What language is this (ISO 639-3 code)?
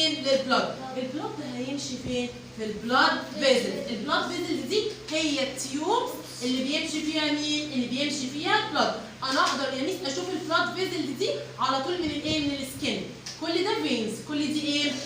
arz